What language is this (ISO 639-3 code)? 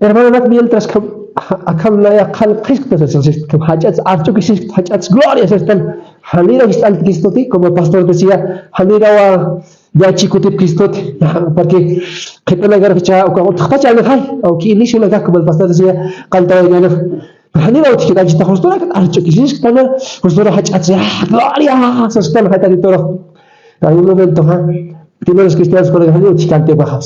aym